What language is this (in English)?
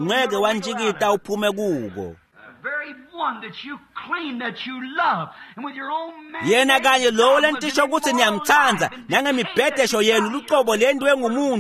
Swati